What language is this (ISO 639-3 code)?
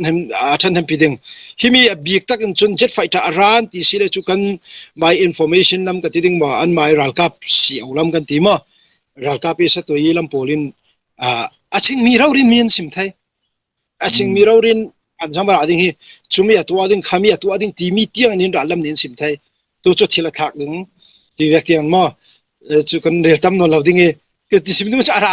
cfm